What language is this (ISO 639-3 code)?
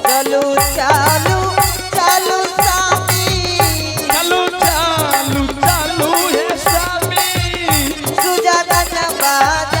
anp